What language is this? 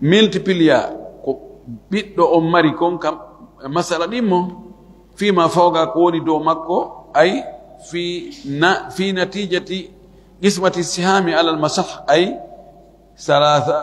Fula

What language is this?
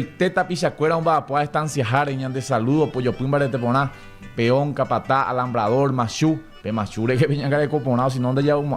Guarani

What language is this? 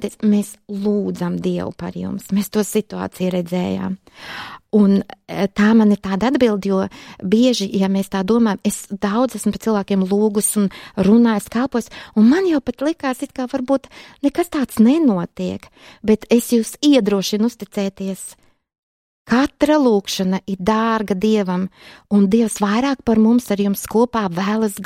Latvian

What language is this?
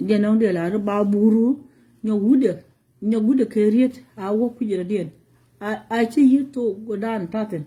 Nuer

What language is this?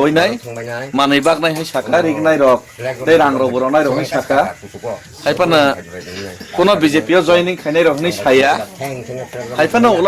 Kok Borok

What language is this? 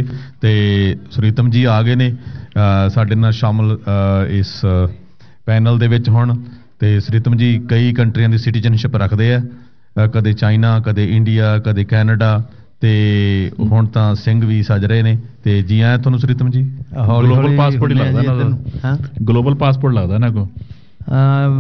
Punjabi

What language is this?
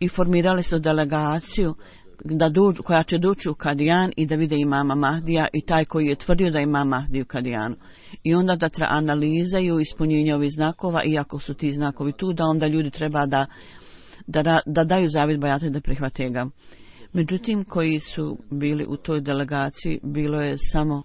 Bosnian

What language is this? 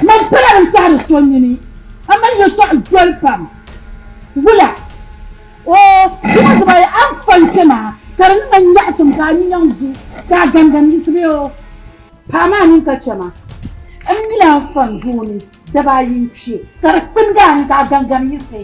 Dagbani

